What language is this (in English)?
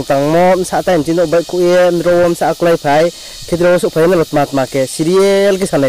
Riang (India)